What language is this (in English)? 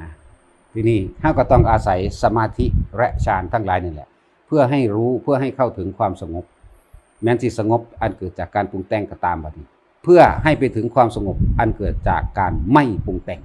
Northeastern Thai